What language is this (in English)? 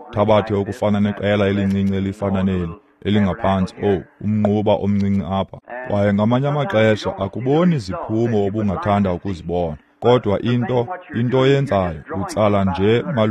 Xhosa